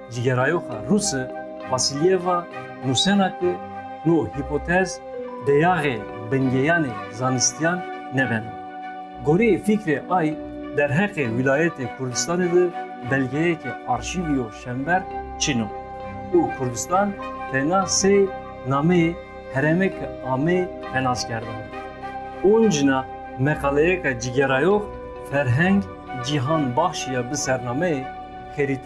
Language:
Zaza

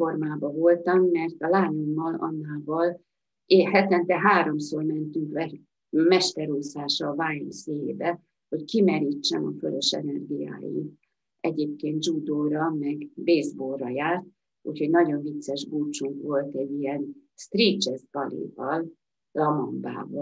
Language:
Hungarian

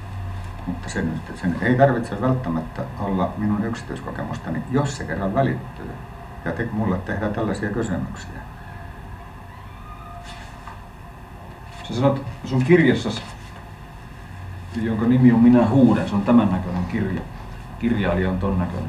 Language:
Finnish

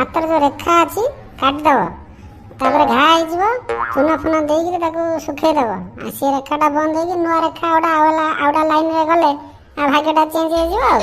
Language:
Odia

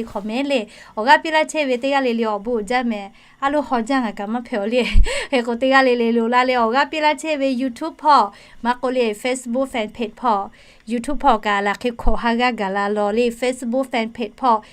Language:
Lahu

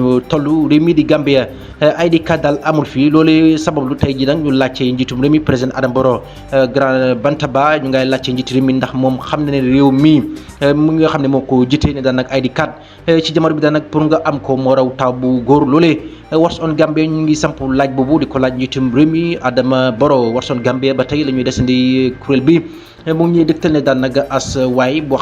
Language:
Wolof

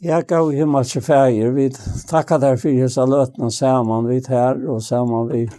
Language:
Faroese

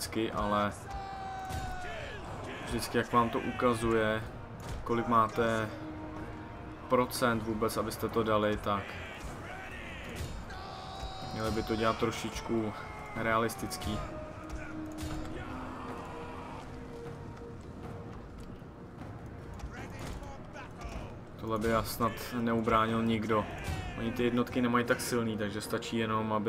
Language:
Czech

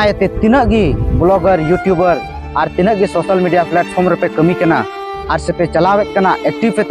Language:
Santali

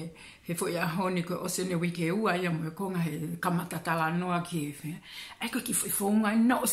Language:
Tongan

